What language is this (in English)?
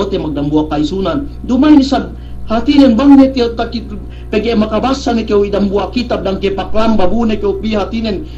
Yakan